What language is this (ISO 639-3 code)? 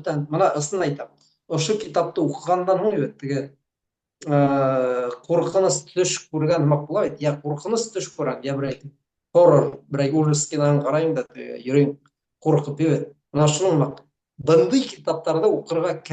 bak